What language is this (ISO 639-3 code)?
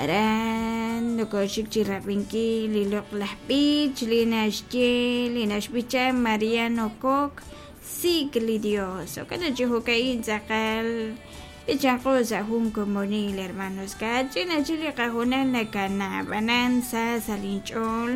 kek